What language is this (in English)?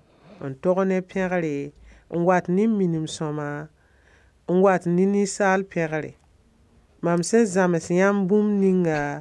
Mossi